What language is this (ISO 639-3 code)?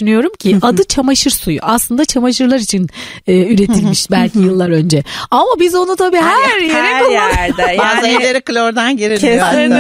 tur